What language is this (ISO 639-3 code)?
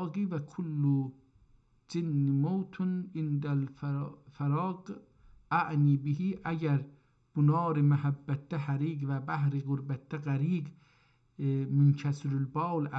azb